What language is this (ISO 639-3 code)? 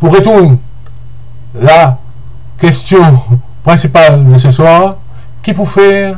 mfe